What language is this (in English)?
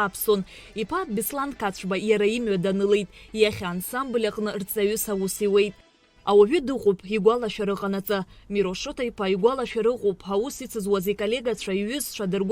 Abkhazian